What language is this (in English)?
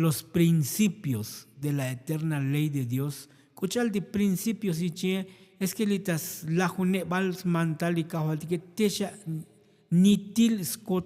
Tzotzil